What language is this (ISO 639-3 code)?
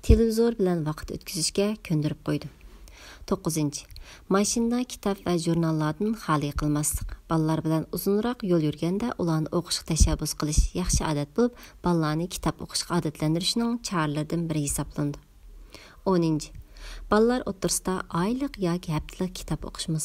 uig